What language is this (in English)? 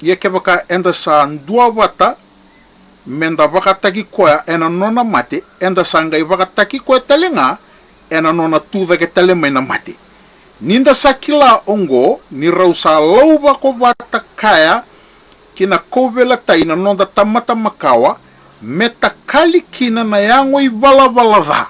Fijian